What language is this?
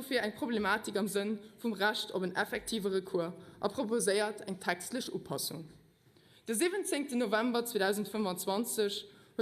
Luxembourgish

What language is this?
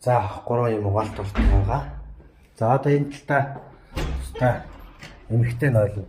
Mongolian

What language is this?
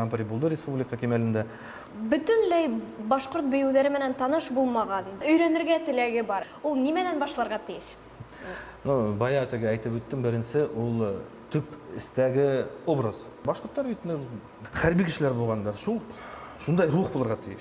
Bashkir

